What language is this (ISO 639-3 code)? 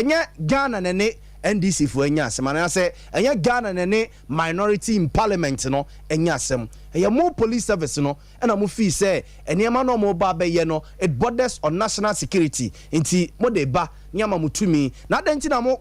aka